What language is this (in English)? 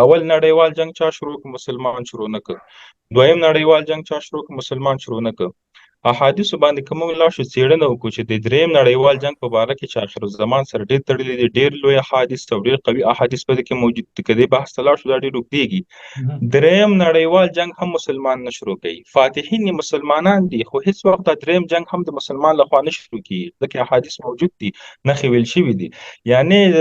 Pashto